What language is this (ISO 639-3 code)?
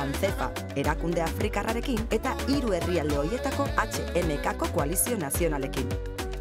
eus